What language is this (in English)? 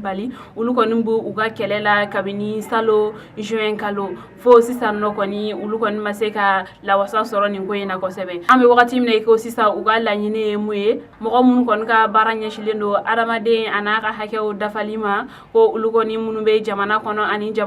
Bambara